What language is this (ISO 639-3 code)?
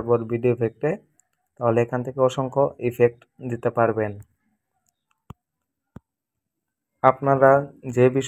ben